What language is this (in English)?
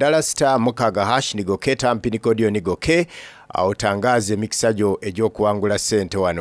Soga